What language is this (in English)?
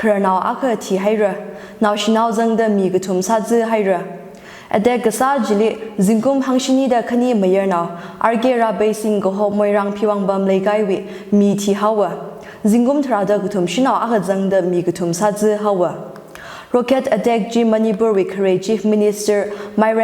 Tangkhul Naga (India)